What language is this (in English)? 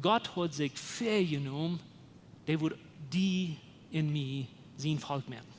Plautdietsch